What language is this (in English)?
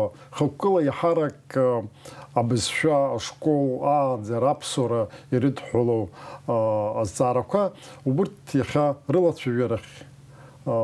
Abkhazian